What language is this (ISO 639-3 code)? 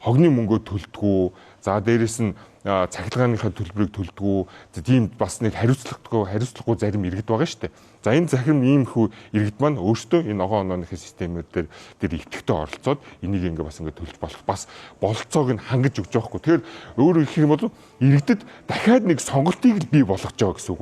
mon